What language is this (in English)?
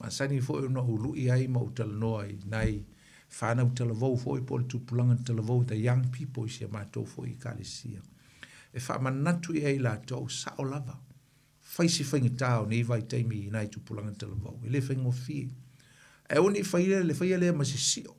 Samoan